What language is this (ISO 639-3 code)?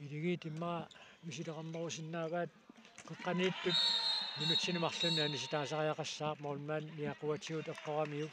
kal